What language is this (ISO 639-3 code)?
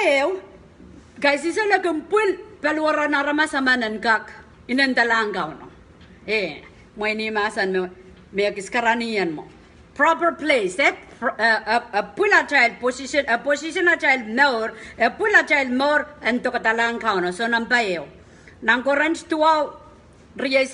pon